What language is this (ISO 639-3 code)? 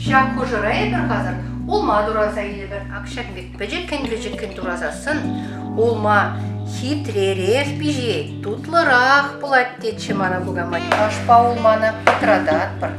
chv